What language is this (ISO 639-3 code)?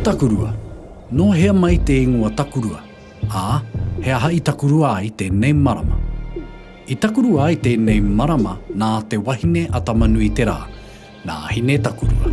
mri